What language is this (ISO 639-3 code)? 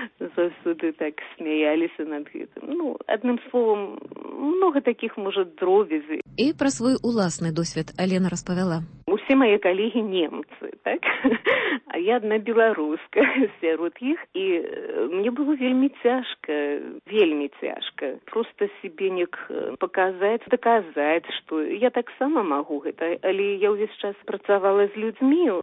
bel